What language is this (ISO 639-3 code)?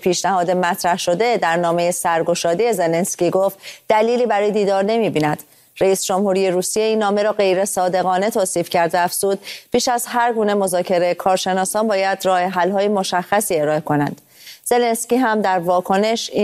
fas